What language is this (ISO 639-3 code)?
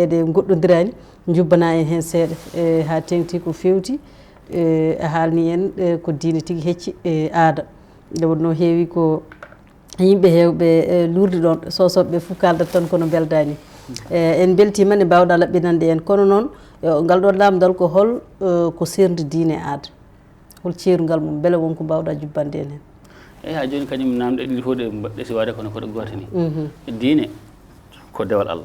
ful